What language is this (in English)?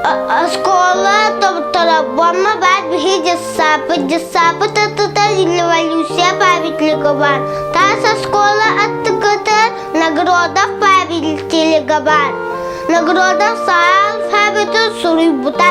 Yakut